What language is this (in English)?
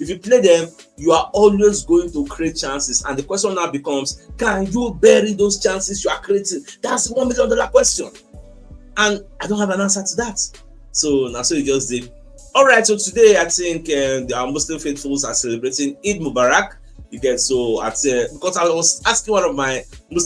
Nigerian Pidgin